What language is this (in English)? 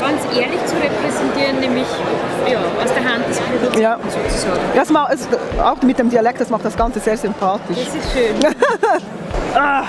Swiss German